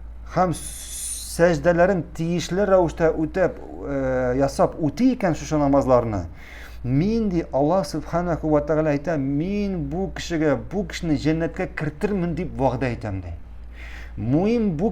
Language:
Tatar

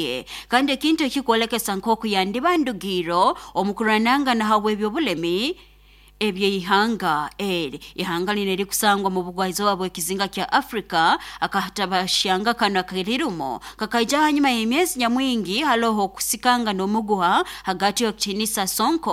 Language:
Nyoro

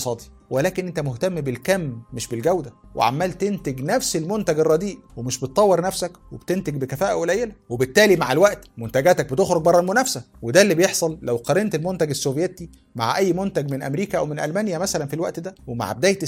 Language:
Egyptian Arabic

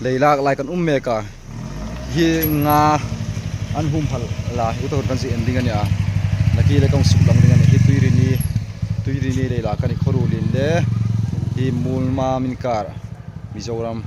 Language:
Hmar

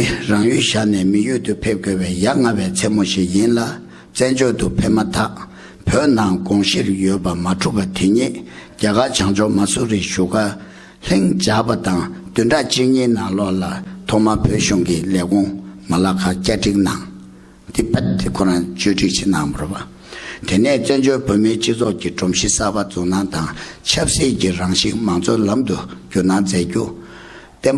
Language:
Tibetan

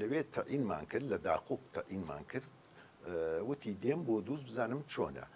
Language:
Central Kurdish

